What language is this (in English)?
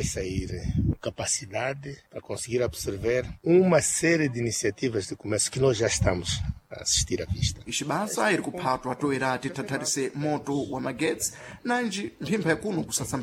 Sena